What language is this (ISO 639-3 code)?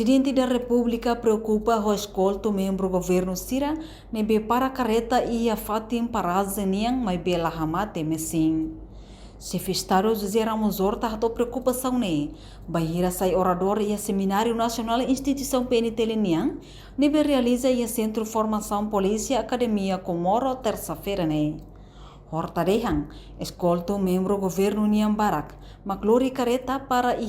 tet